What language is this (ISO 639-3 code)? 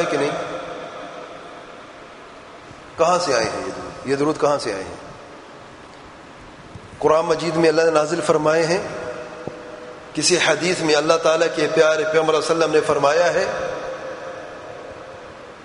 urd